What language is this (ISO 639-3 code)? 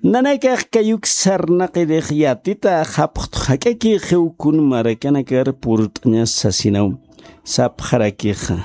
aym